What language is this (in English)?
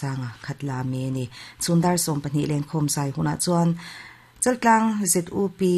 Mizo